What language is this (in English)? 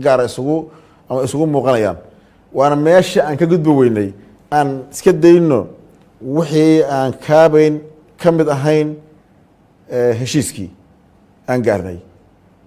Somali